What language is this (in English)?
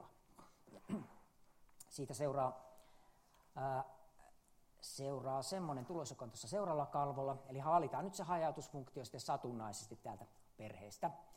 Finnish